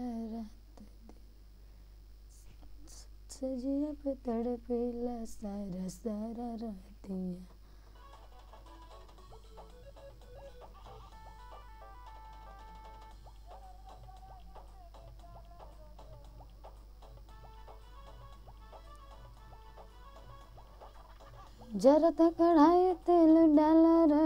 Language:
Bhojpuri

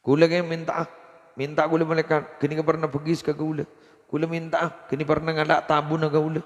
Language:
Madurese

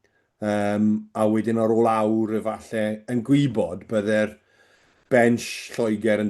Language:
Welsh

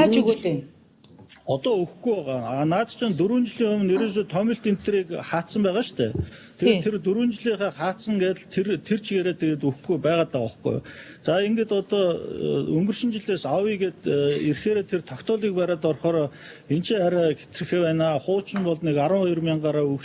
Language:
Mongolian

